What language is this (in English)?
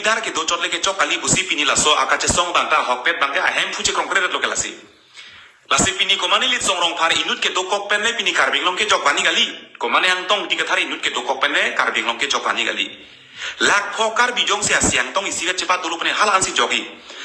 Karbi